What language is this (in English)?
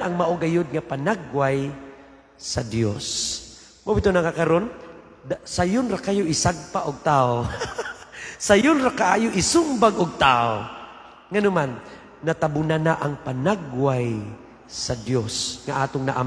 Cebuano